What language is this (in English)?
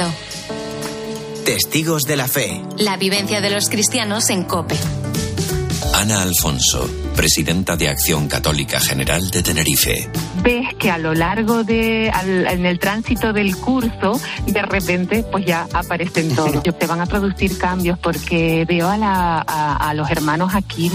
Spanish